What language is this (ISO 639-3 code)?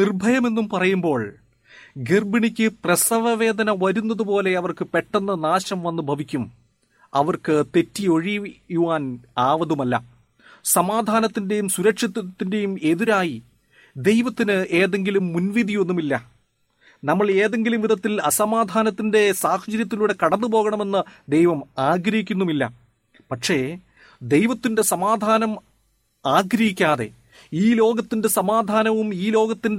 mal